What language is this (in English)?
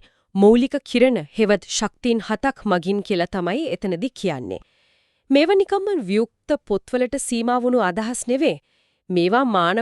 Sinhala